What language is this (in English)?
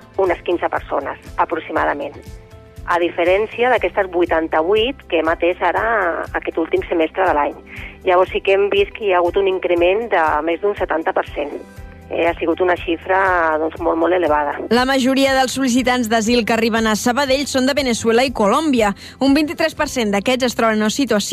Catalan